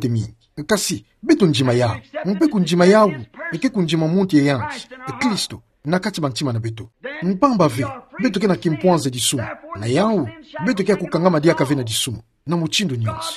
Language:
Kituba (Democratic Republic of Congo)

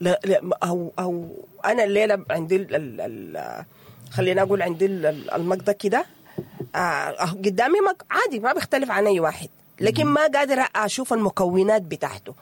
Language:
Sudanese Arabic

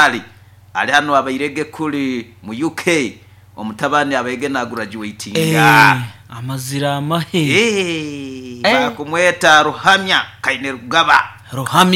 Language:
Nyoro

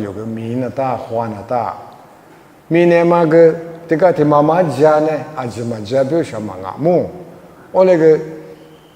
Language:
Lisu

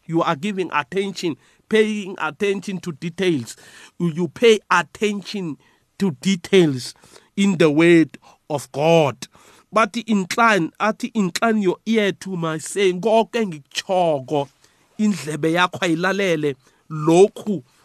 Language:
South Ndebele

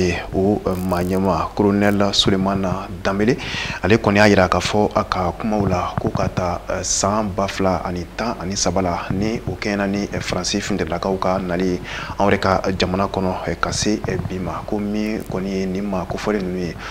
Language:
Bambara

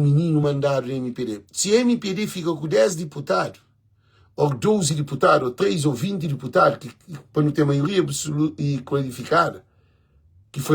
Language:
Kabuverdianu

